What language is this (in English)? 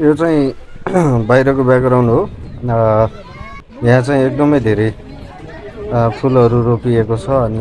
Nepali